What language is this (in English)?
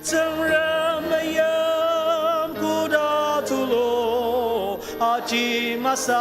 Ao Naga